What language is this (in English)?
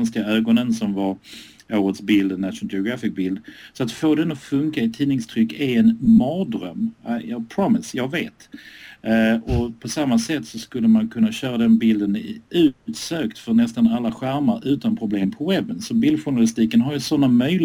Swedish